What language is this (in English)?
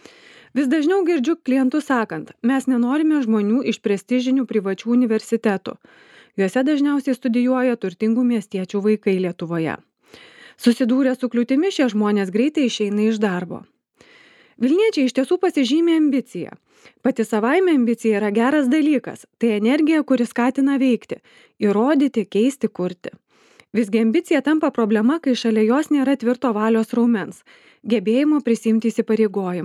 Lithuanian